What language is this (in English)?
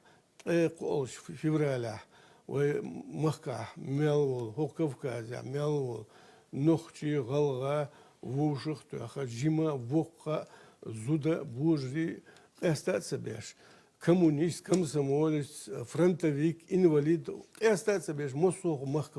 Chechen